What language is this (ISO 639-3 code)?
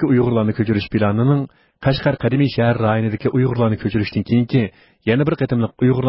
uig